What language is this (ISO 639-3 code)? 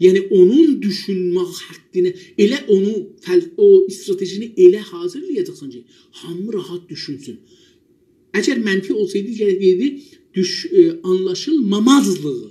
azb